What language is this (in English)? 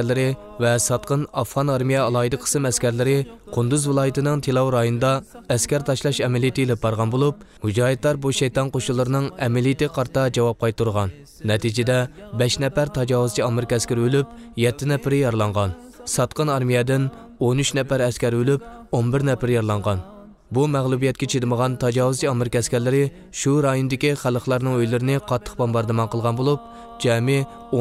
Uyghur